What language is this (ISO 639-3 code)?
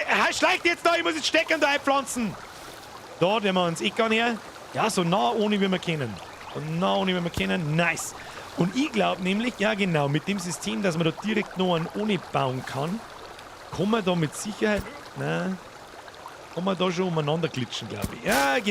bar